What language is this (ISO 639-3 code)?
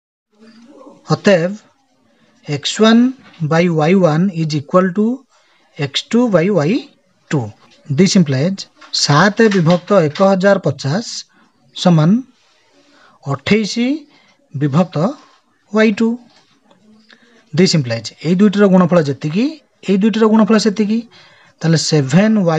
ori